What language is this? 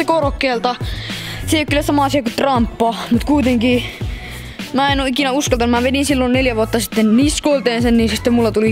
Finnish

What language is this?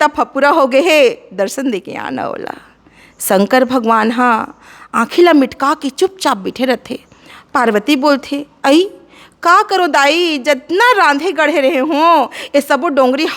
Chhattisgarhi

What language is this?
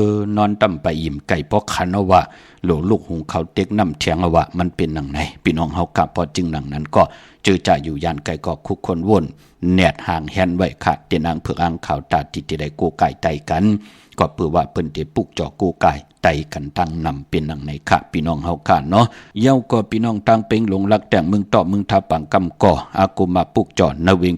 Shan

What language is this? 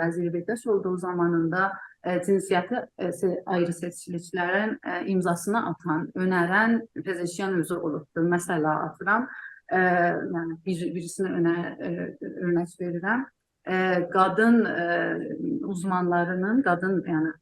South Azerbaijani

